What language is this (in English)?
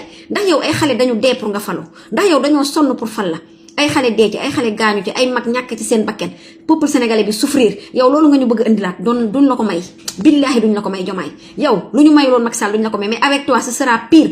Wolof